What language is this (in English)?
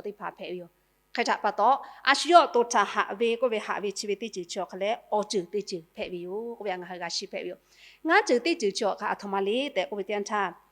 Lahu